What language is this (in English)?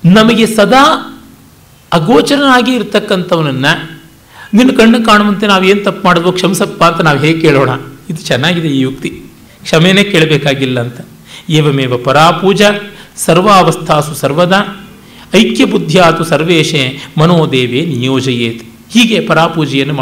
Kannada